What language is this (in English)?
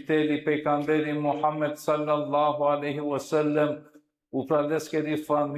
Balkan Romani